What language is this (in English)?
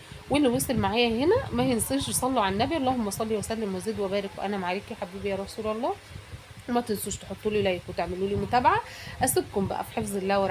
Egyptian Arabic